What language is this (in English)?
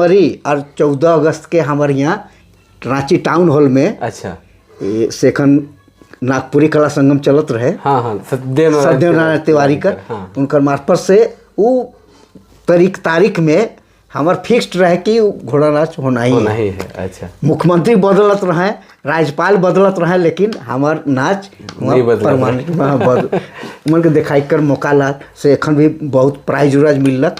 Sadri